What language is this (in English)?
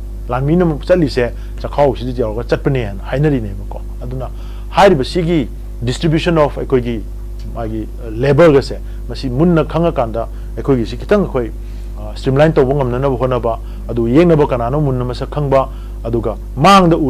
Manipuri